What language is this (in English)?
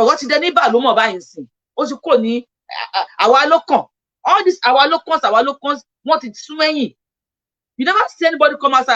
Yoruba